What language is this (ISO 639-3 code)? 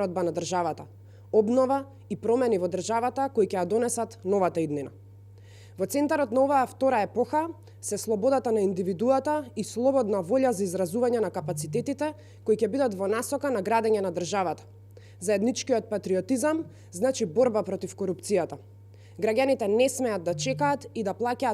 mkd